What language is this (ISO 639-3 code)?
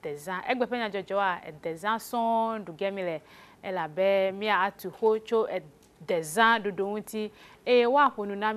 ewe